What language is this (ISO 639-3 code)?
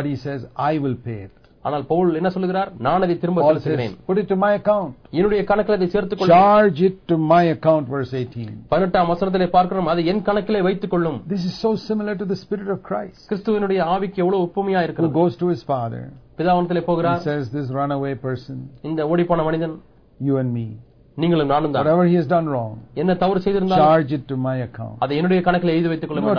tam